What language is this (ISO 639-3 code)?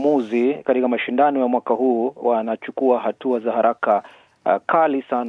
swa